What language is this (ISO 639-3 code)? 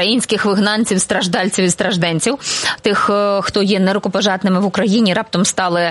ukr